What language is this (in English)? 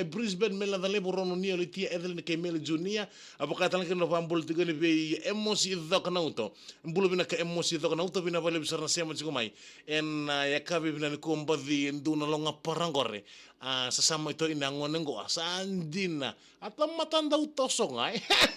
Fijian